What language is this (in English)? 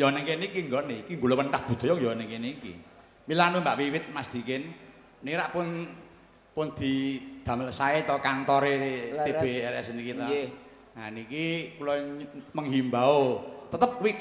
Javanese